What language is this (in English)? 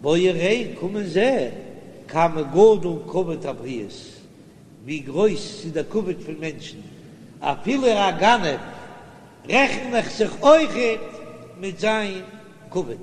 Yiddish